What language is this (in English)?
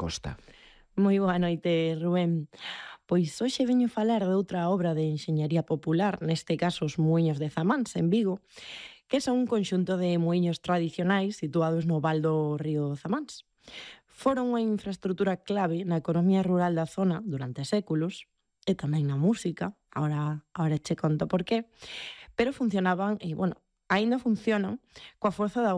Galician